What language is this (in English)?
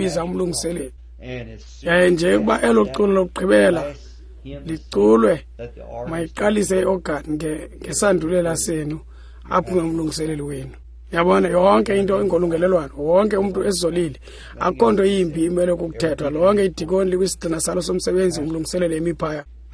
Xhosa